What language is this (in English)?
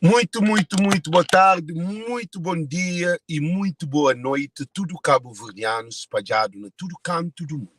Kabuverdianu